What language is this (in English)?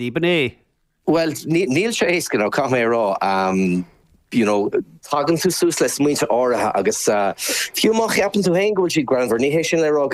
Irish